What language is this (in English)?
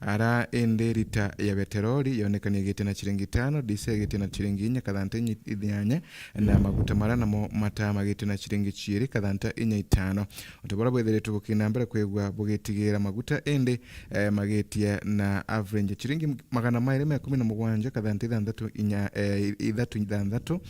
Meru